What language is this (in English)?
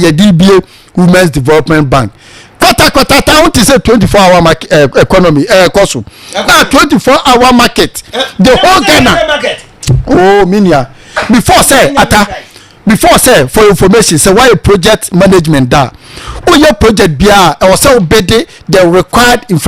Akan